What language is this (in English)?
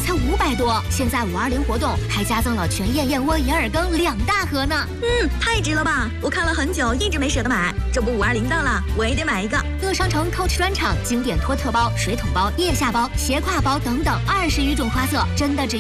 Chinese